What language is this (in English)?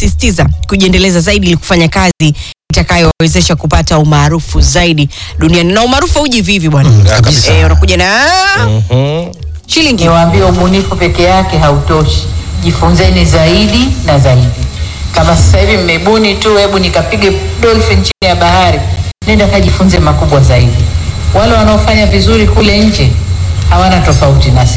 Swahili